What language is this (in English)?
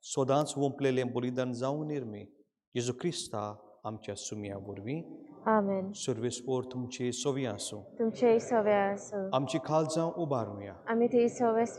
Konkani